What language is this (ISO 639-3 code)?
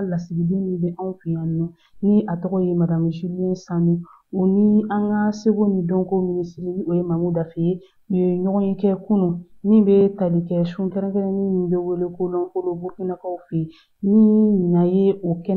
bam